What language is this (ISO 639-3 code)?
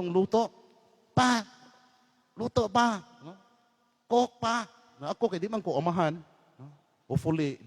ceb